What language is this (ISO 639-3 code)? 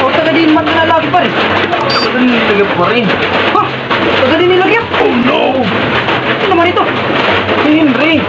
war